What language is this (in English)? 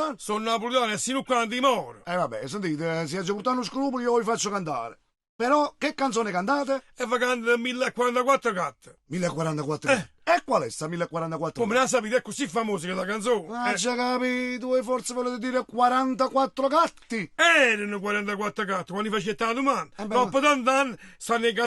Neapolitan